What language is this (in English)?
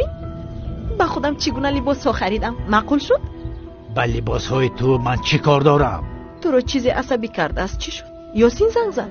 Tajik